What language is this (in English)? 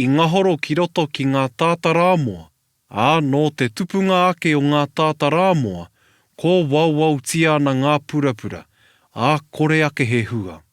Māori